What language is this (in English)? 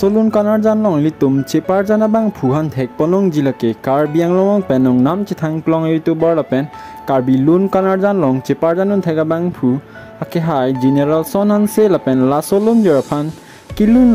Karbi